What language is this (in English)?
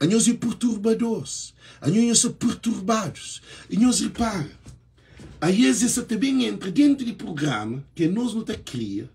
Kabuverdianu